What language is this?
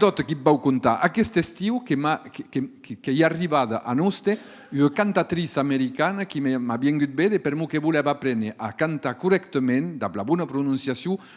Occitan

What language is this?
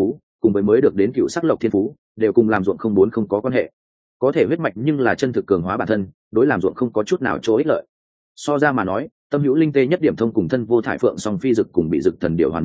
Vietnamese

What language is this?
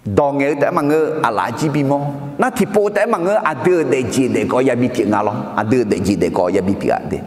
Akha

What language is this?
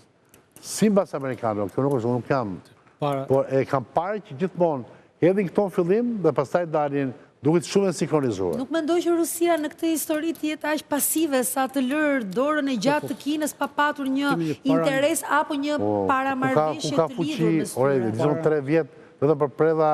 Albanian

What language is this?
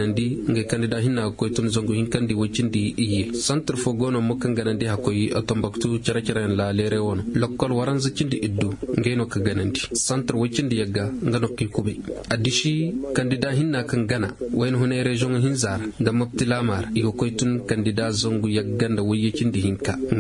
Koyraboro Senni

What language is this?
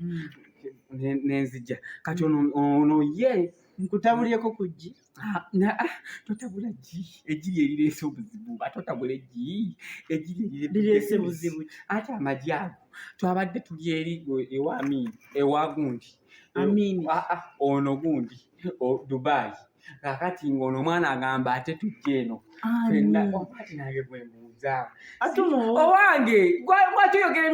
Ganda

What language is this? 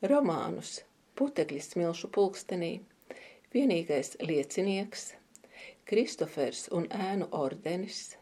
Latvian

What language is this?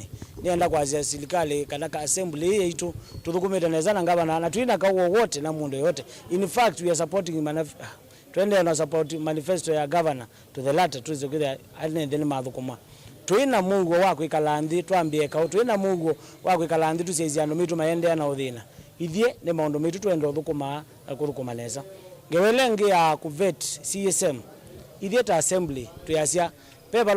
Kamba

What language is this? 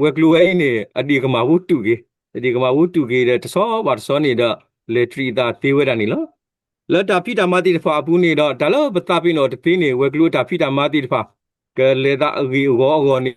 S'gaw Karen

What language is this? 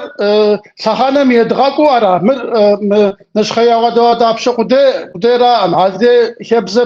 Kabardian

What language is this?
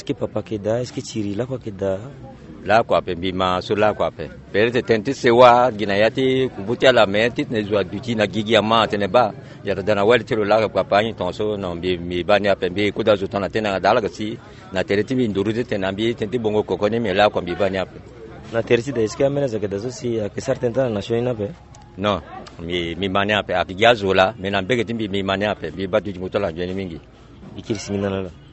Sango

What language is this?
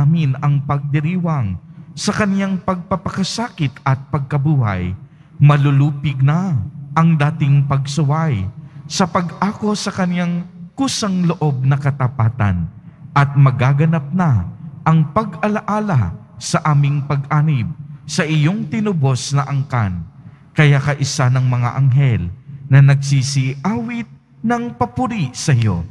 Filipino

